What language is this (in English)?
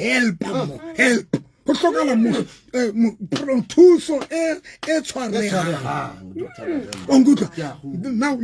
Southern Sotho